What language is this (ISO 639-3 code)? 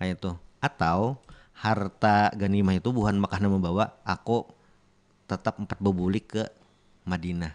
bjn